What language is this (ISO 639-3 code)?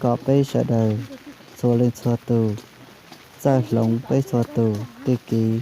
hmn